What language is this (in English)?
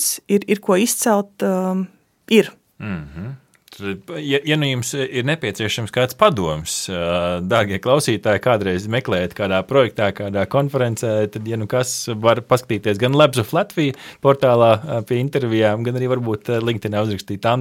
Latvian